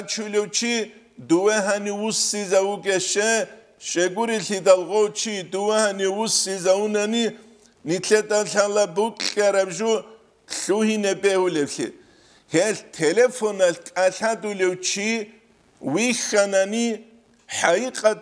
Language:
Avaric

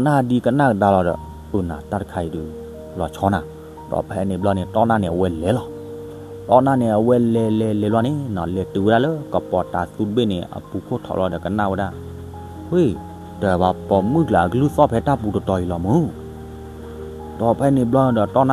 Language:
S'gaw Karen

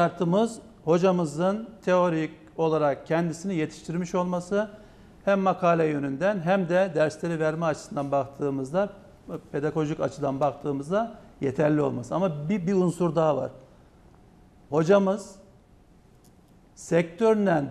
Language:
Turkish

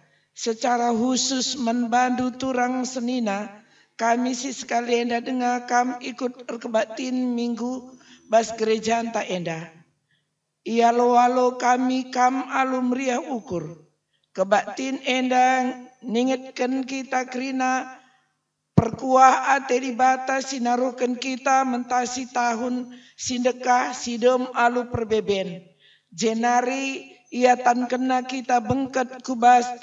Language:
Batak Karo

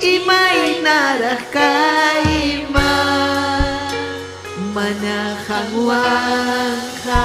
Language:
Ayacucho Quechua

